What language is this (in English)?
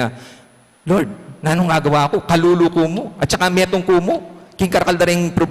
Pampanga